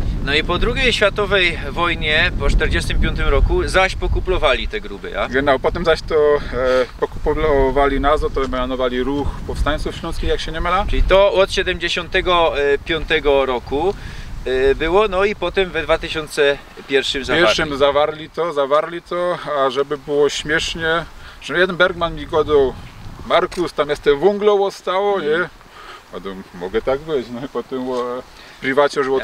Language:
Silesian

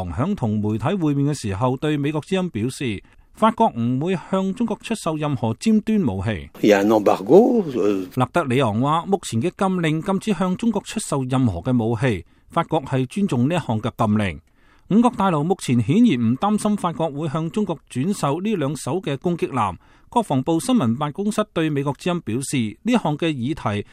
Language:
Cantonese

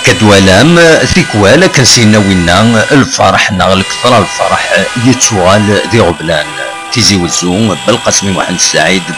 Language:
Kabyle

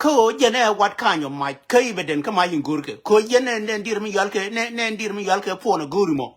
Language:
Nuer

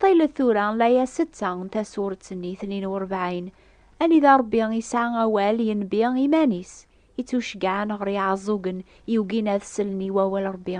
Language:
Kabyle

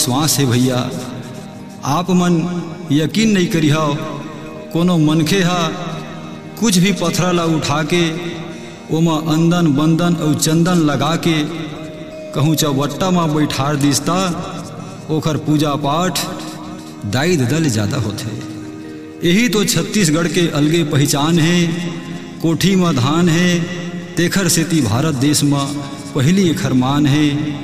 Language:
Chhattisgarhi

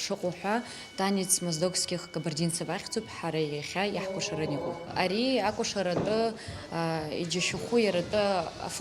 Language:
Abkhazian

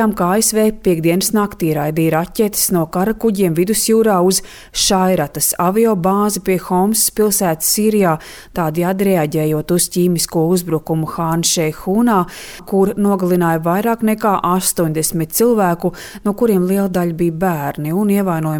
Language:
Latvian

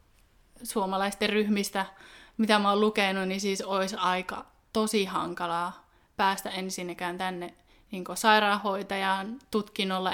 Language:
Finnish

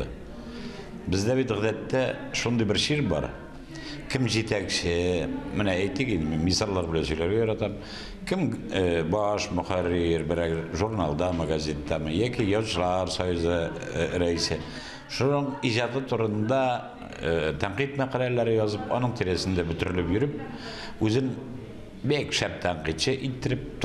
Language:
Tatar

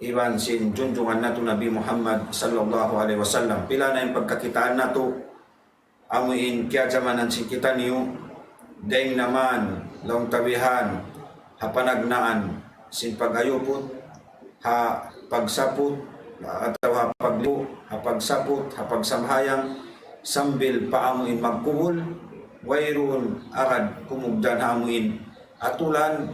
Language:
Tausug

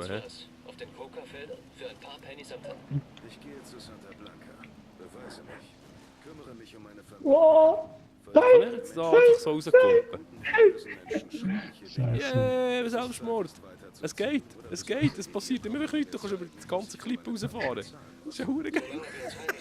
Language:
Swiss German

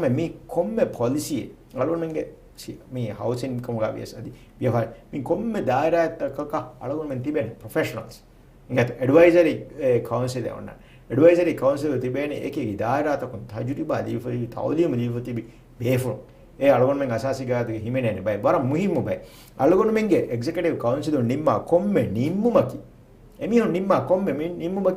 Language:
Divehi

